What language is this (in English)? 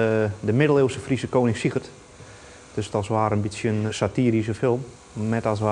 Western Frisian